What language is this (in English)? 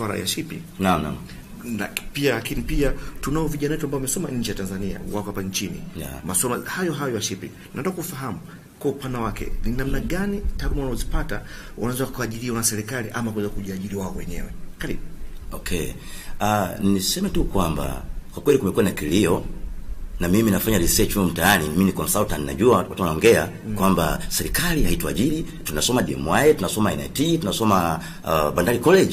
Swahili